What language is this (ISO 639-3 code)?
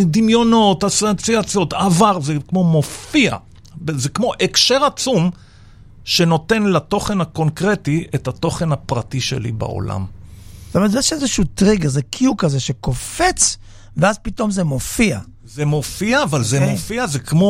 heb